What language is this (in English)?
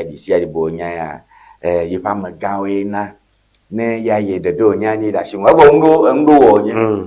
Ewe